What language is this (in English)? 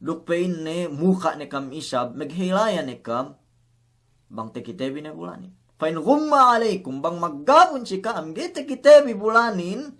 Yakan